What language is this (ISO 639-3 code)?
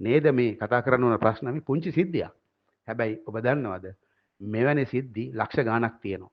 sin